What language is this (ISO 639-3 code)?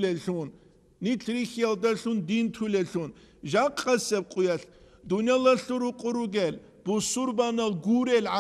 ava